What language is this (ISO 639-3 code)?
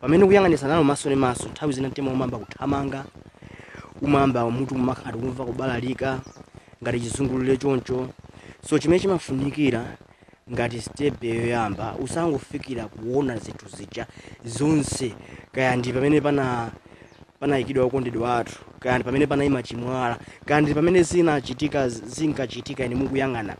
nya